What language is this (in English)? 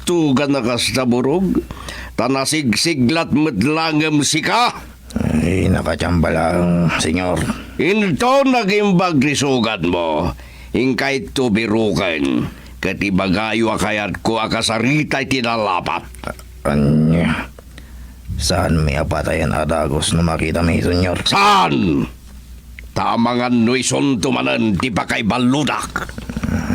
Iloko